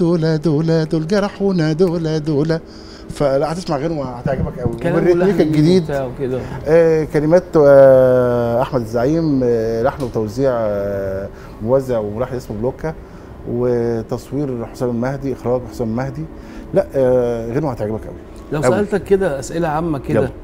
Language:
Egyptian Arabic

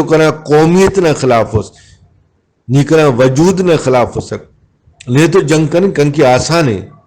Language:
Brahui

